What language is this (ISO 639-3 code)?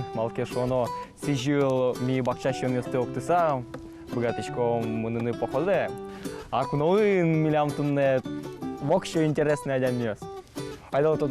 udm